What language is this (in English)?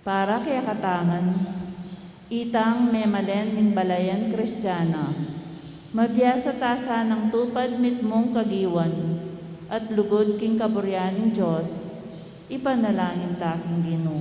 Pampanga